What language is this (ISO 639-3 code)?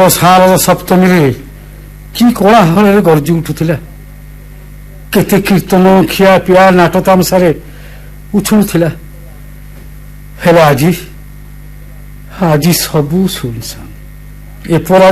ori